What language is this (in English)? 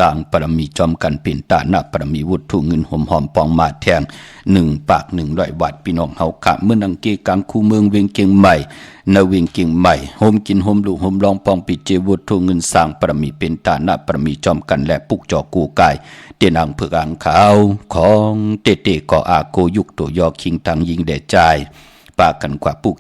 Shan